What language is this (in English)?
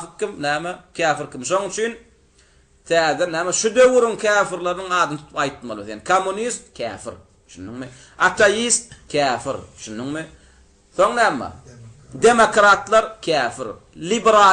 Turkmen